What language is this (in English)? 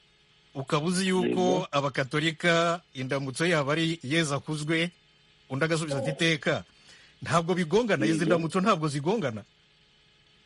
Kinyarwanda